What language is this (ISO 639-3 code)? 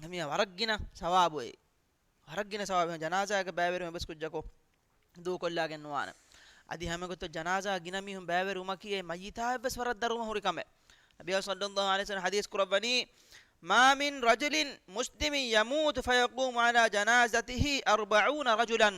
div